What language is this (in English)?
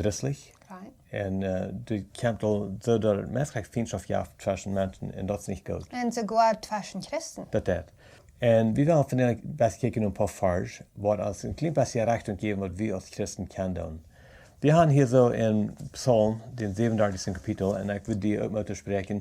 Plautdietsch